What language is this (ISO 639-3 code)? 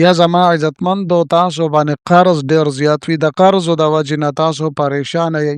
pus